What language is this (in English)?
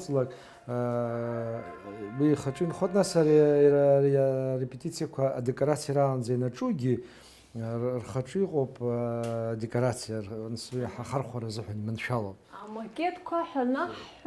Abkhazian